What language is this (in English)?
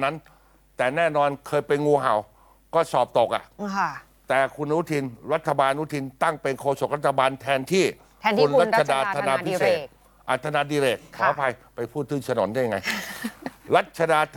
Thai